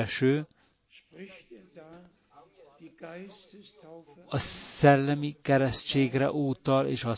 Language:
Hungarian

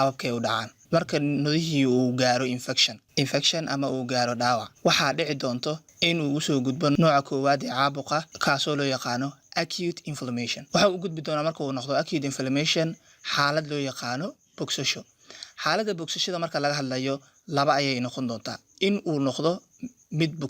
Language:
Somali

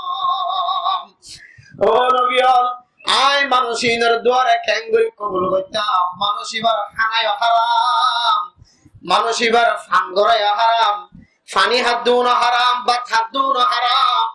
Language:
Rohingya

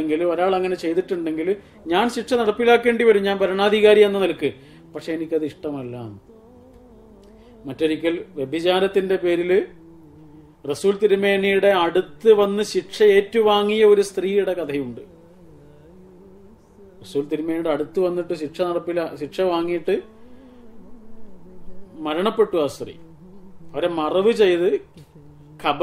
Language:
Malayalam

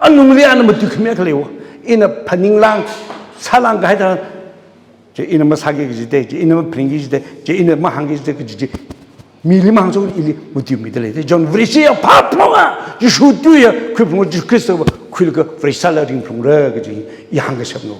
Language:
Tangkhul Naga (India)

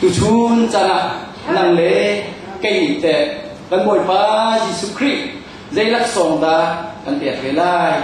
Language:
Hakha Chin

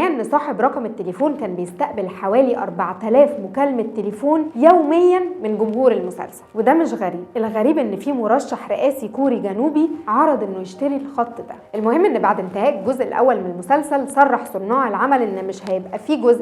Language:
Egyptian Arabic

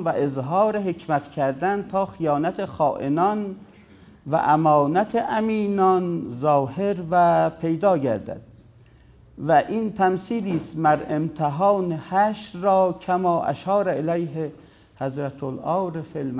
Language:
Persian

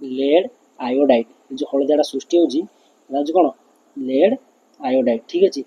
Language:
Odia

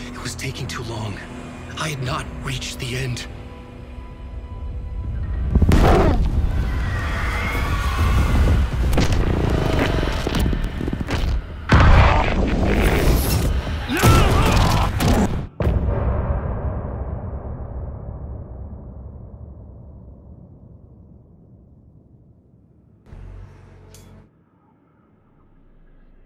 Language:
English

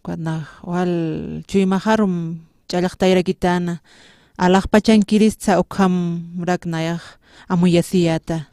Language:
Aymara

